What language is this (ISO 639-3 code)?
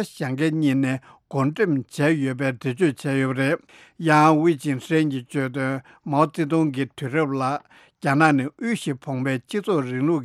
bod